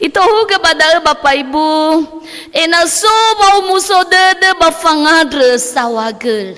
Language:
Nias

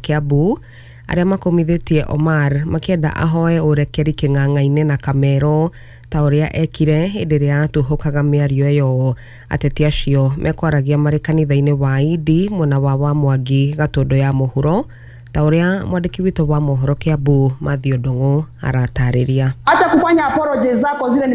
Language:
Kikuyu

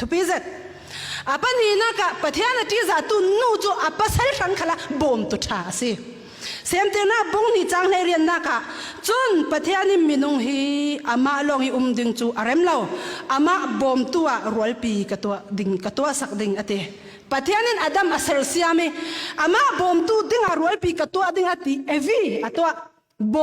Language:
Falam Chin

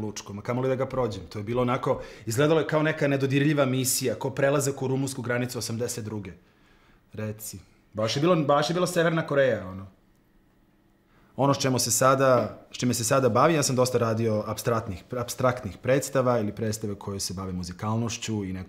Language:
Serbian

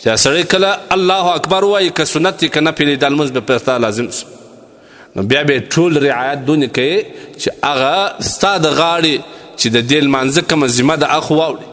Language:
Pashto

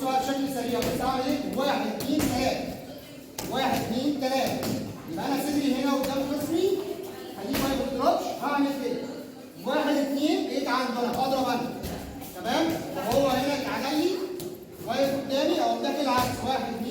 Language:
Egyptian Arabic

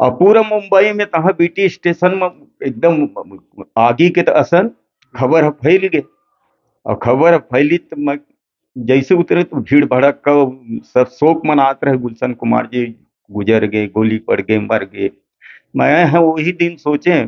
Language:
Chhattisgarhi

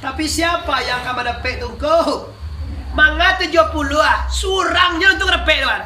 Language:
Minangkabau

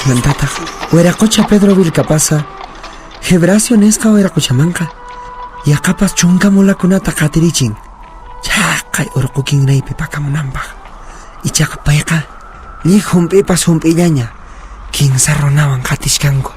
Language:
Quechua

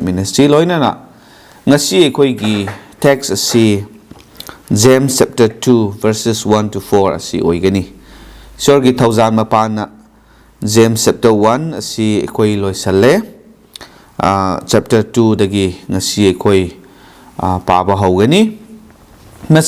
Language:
Manipuri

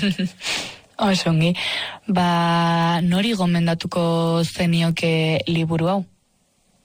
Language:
Basque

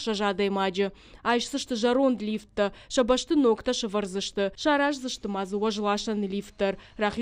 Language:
Ossetic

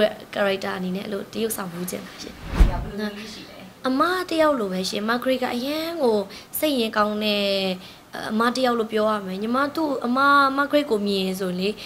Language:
Burmese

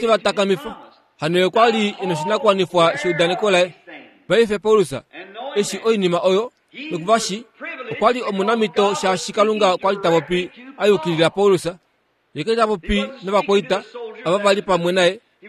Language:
Kuanyama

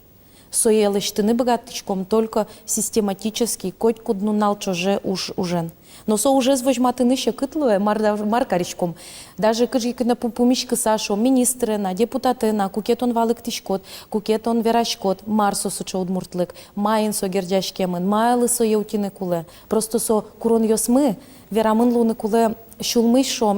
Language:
Udmurt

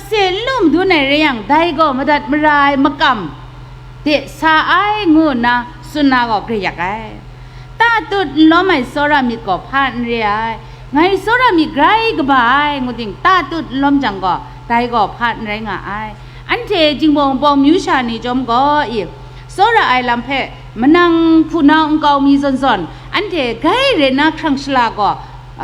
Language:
Kachin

